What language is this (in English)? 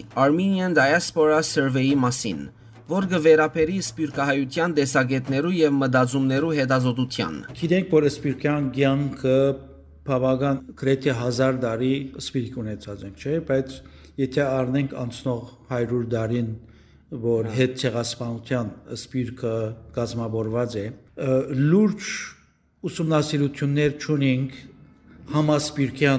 Western Armenian